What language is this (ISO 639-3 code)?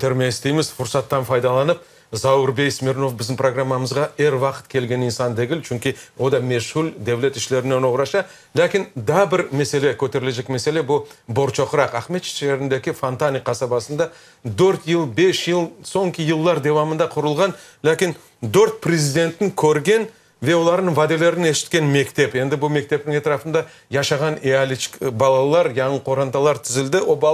crh